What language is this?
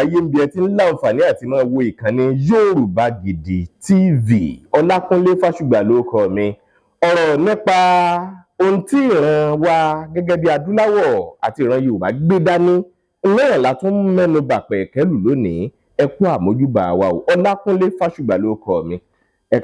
Yoruba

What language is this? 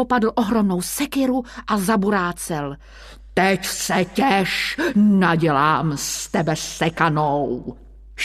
Czech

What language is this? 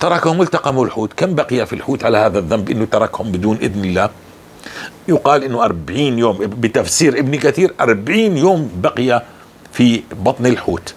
North Levantine Arabic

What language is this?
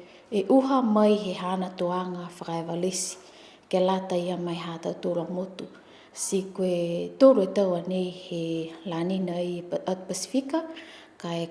Niuean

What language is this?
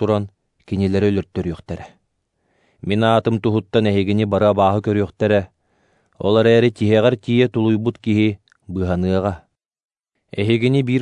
Yakut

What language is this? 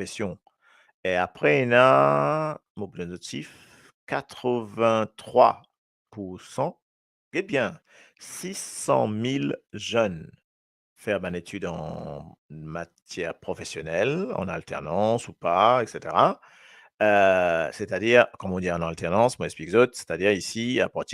Morisyen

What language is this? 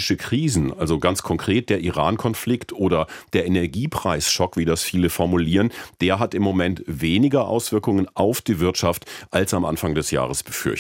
German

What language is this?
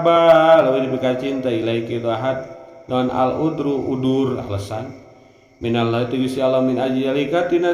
Sundanese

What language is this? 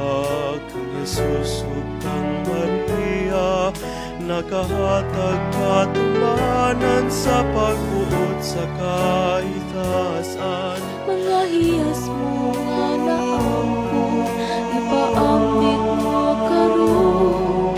Cebuano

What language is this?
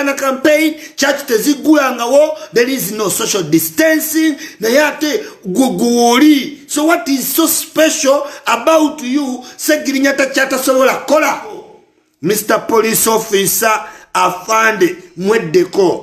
Ganda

